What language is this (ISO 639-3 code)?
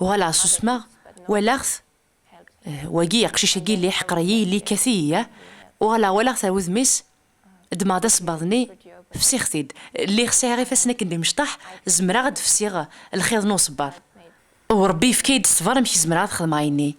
kab